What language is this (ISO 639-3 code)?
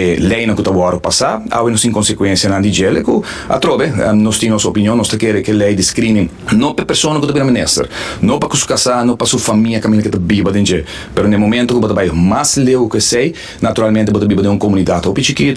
pap